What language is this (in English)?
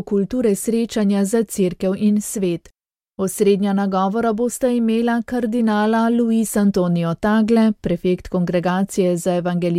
Slovenian